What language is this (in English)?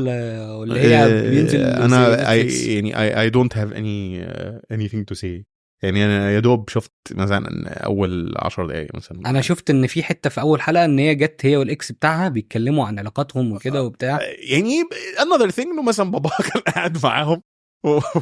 Egyptian Arabic